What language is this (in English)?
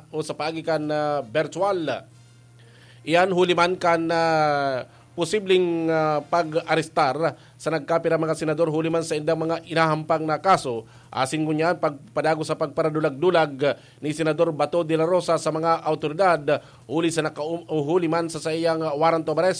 Bikol